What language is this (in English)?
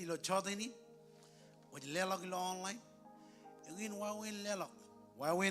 Marshallese